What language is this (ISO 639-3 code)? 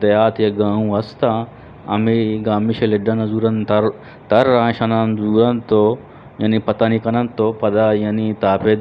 bgp